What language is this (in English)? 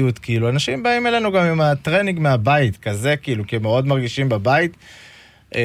Hebrew